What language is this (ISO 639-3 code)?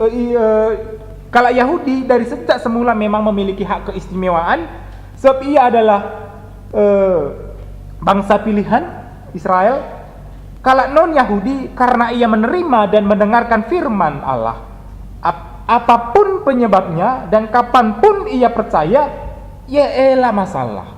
btx